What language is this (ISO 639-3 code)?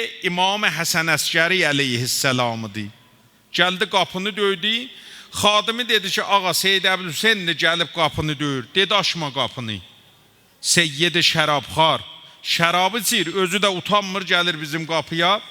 azb